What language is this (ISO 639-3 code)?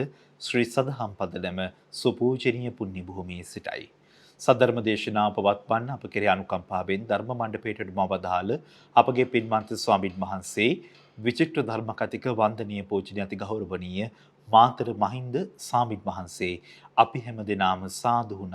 sin